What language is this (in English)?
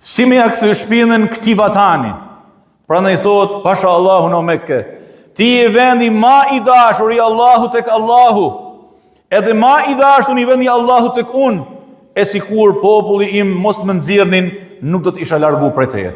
Albanian